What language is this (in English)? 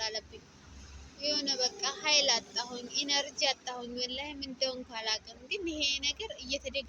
Amharic